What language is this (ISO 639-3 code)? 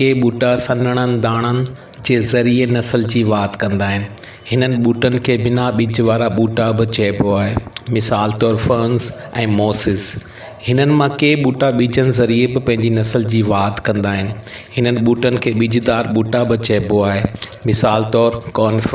snd